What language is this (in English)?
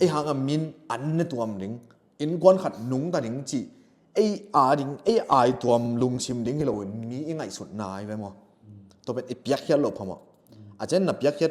Tedim Chin